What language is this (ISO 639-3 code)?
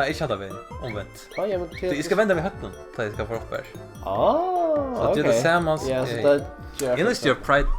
fao